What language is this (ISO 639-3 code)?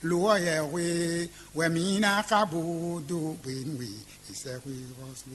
fon